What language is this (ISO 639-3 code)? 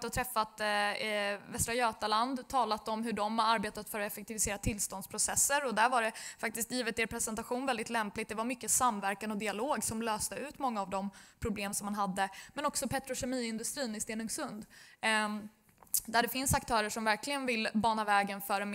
swe